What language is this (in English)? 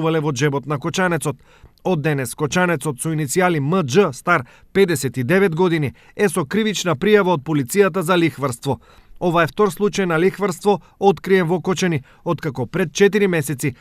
Macedonian